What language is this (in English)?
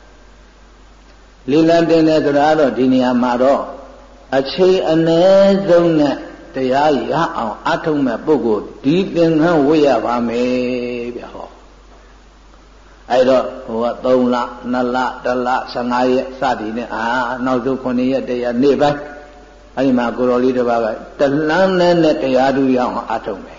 Burmese